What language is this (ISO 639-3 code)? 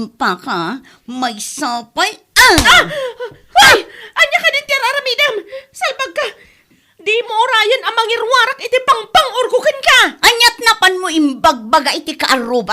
ilo